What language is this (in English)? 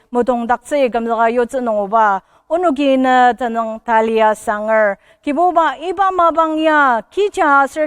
Ao Naga